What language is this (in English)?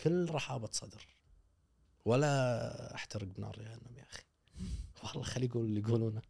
Gulf Arabic